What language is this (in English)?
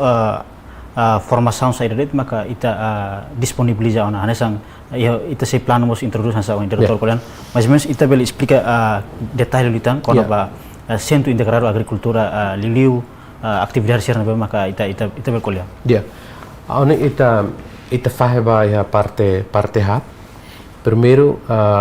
Tetum